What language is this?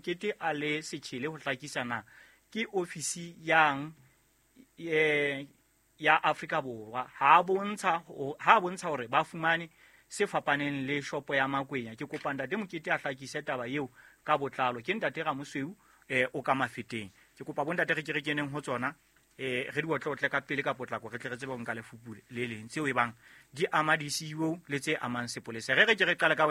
Southern Sotho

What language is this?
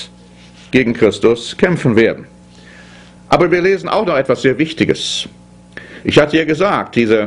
German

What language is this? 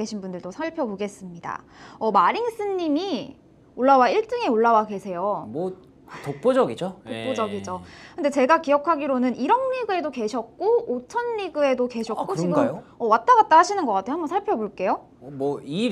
Korean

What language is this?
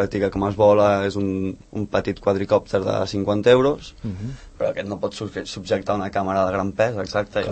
Catalan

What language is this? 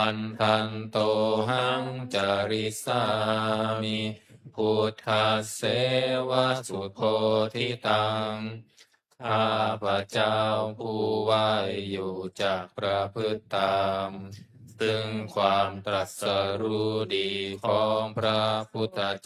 Pali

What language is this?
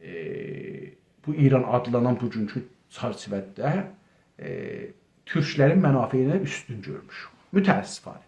South Azerbaijani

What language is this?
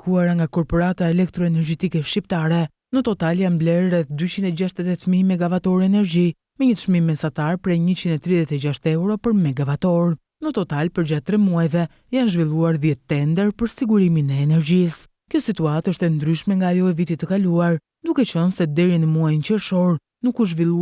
Albanian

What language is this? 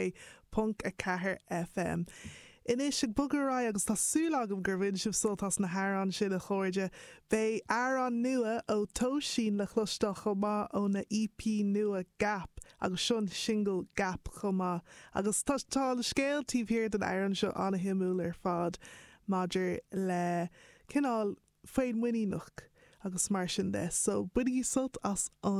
Irish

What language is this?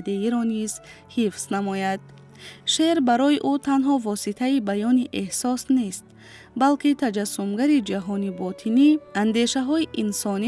Tajik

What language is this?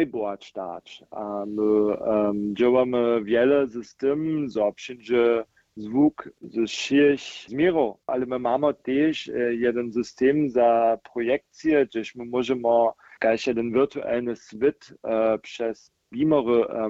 Upper Sorbian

